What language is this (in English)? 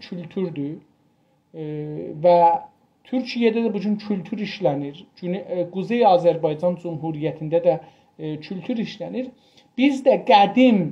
South Azerbaijani